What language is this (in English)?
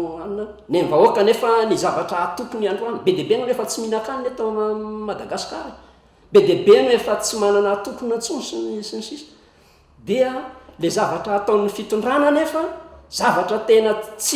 Malagasy